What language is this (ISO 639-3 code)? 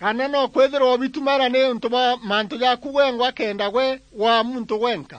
mer